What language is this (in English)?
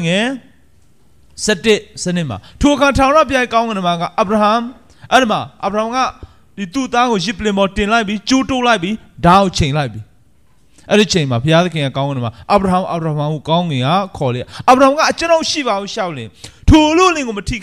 Burmese